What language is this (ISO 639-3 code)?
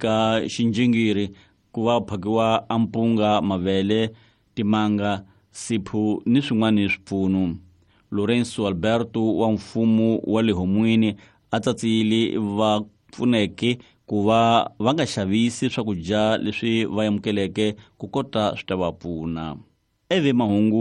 tso